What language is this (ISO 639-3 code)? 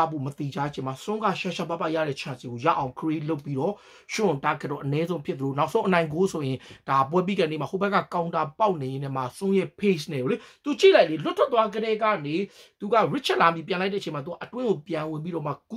mya